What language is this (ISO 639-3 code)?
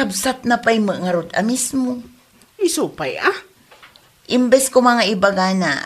ilo